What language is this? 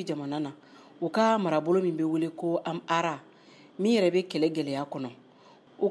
Bambara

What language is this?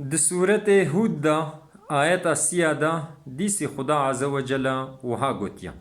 Kurdish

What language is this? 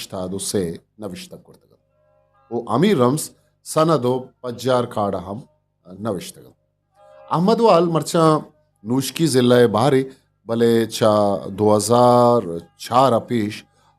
Eastern Balochi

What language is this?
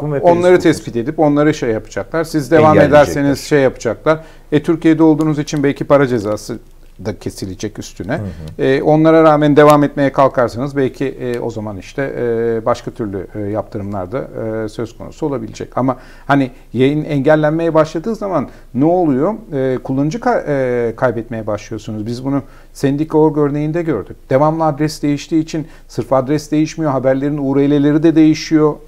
Turkish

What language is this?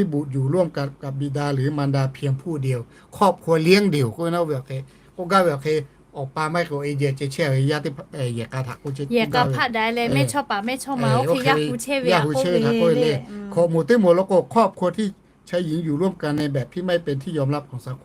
Lahu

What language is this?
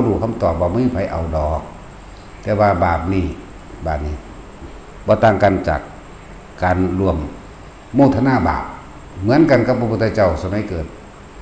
Northeastern Thai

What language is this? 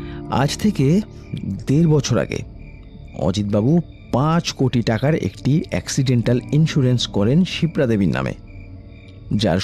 Bangla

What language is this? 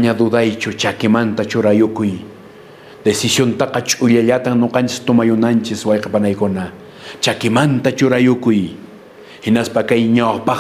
Quechua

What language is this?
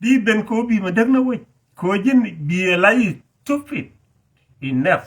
Nuer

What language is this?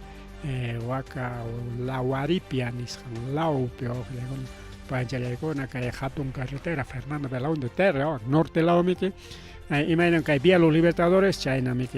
Ayacucho Quechua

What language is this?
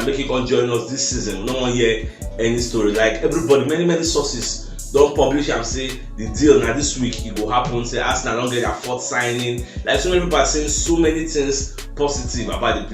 Nigerian Pidgin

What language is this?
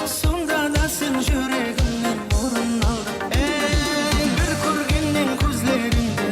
Kara-Kalpak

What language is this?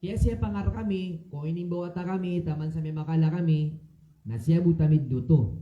Maranao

